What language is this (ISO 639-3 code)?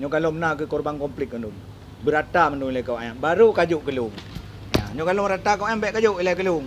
ace